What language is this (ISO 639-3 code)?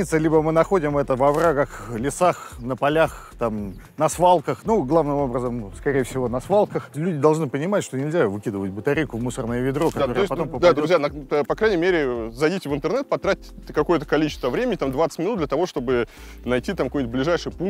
rus